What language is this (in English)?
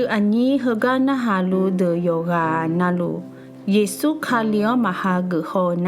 Akha